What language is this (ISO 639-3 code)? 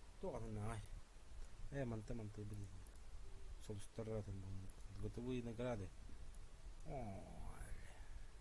sah